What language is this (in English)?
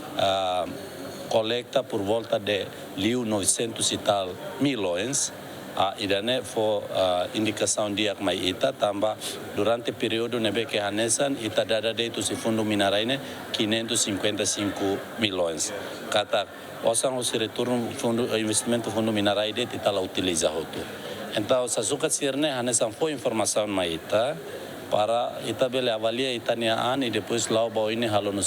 Tetum